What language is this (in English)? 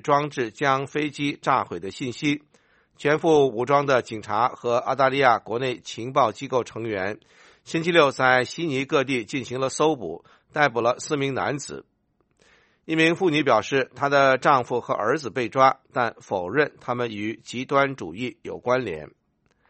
Chinese